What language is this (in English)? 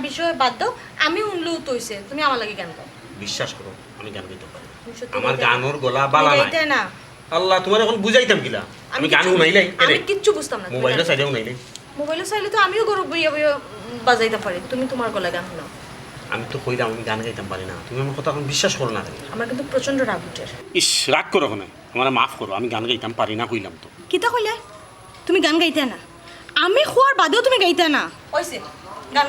Sylheti